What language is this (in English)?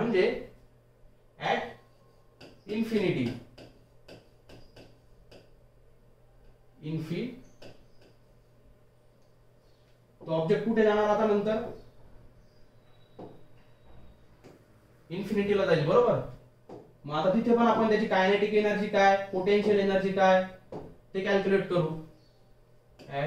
Marathi